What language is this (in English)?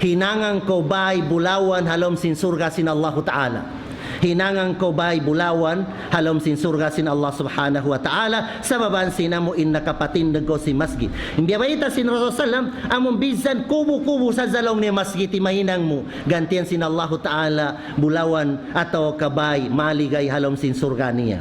Tausug